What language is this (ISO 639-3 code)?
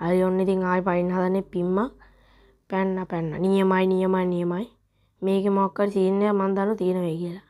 sin